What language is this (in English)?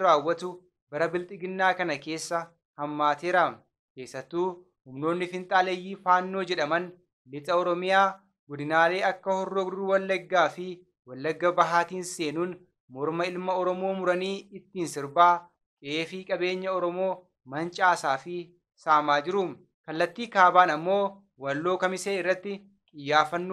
Oromo